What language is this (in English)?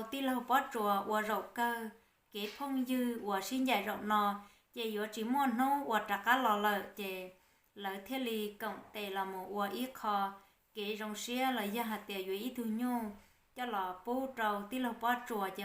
Hmong